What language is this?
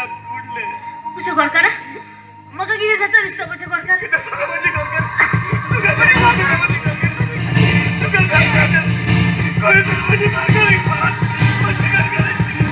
Konkani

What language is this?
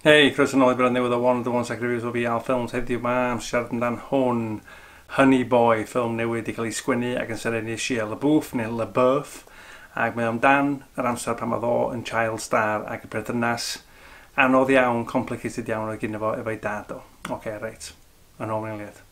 Welsh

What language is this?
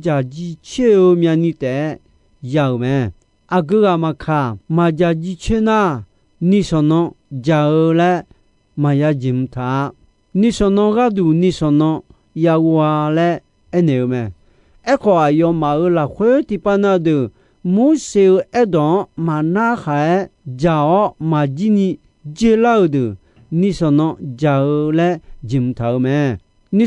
Akha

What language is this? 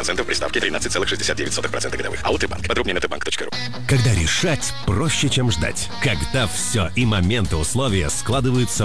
Russian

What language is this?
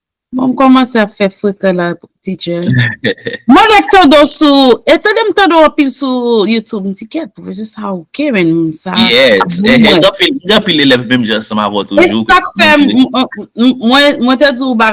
Haitian Creole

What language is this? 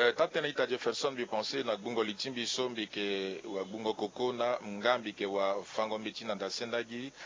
Sango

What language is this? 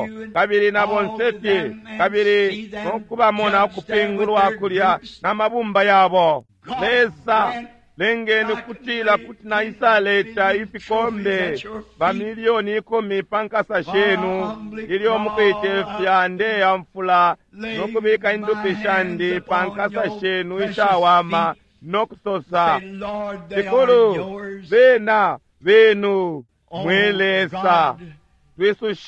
Bemba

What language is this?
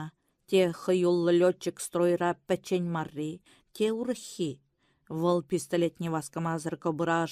Chuvash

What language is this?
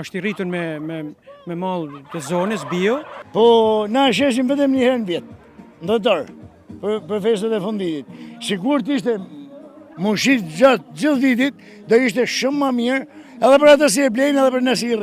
Albanian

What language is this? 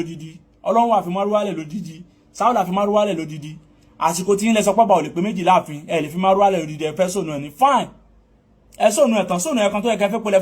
Yoruba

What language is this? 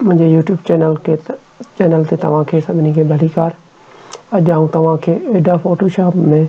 Sindhi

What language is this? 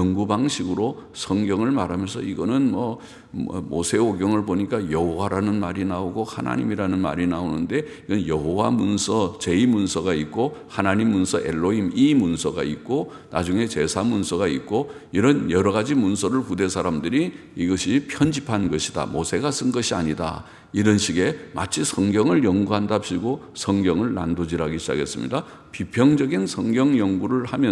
Korean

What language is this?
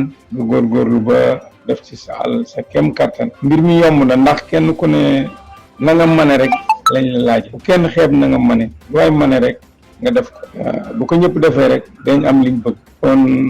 Wolof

